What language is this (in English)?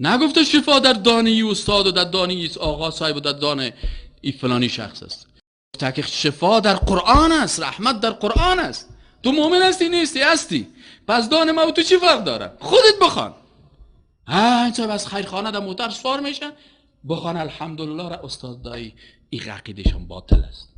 Persian